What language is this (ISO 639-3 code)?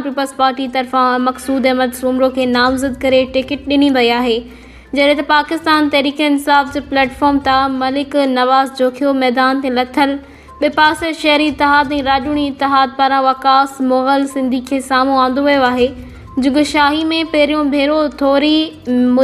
snd